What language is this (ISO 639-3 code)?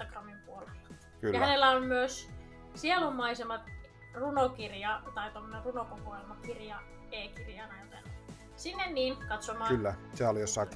fin